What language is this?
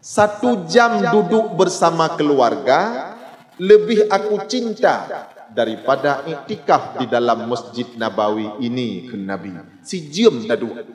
Achinese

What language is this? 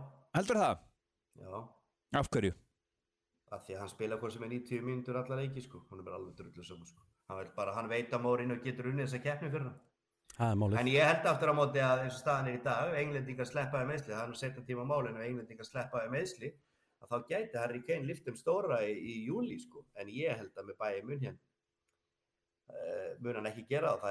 Icelandic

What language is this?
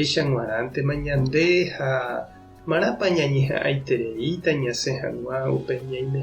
Guarani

